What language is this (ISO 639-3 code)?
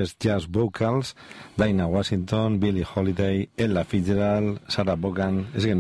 eus